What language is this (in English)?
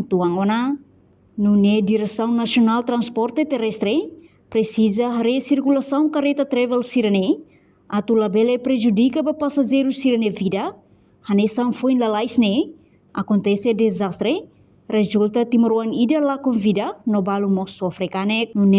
Tetum